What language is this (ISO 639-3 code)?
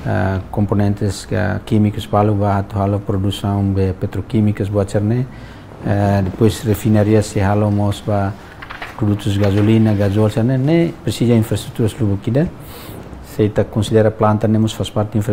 tet